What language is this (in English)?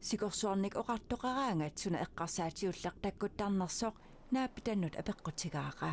Kalaallisut